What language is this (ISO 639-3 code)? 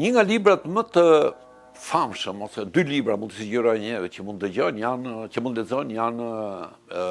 sqi